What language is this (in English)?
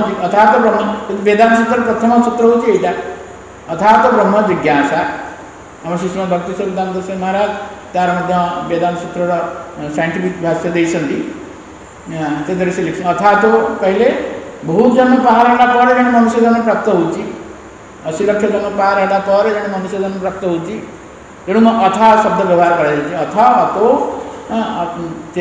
Odia